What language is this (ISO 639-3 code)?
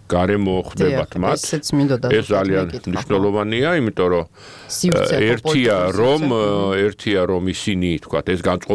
kat